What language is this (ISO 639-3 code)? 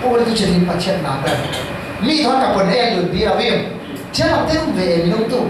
cfm